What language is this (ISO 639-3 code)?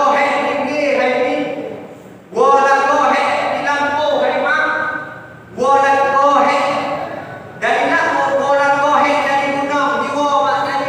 ace